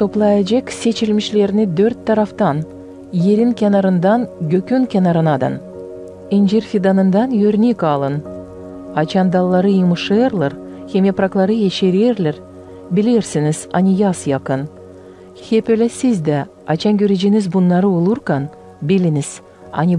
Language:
Gagauz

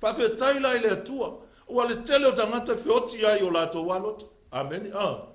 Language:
Samoan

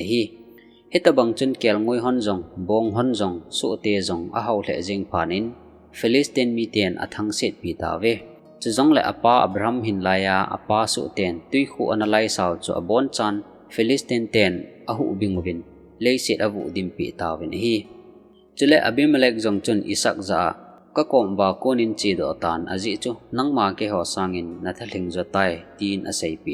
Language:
Thado Chin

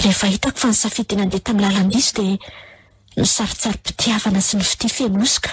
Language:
Malagasy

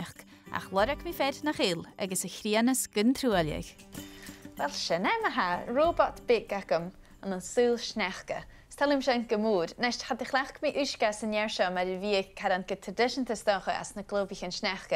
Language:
Scottish Gaelic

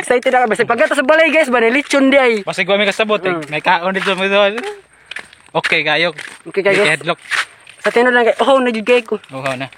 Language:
Cebuano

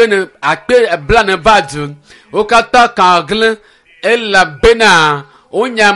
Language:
Ewe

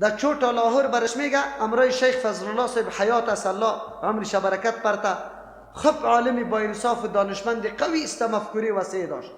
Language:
Persian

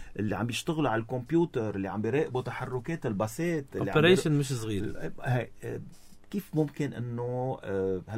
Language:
North Levantine Arabic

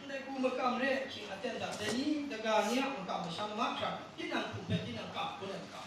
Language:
Kachin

